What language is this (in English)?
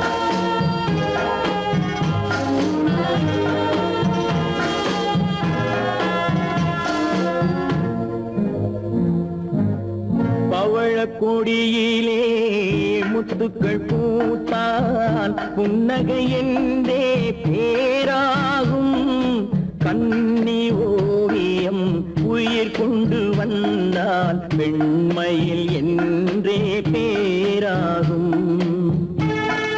Tamil